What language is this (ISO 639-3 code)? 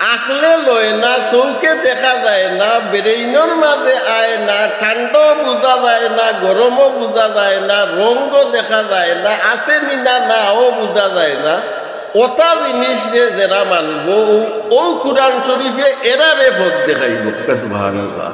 syl